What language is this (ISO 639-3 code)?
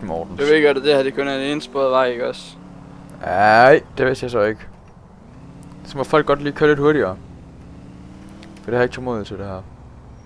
dan